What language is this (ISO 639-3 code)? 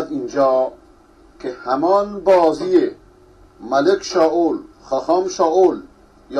fas